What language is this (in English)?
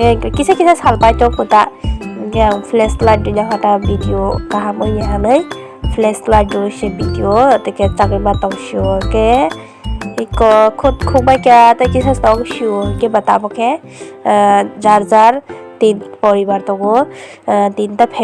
Kok Borok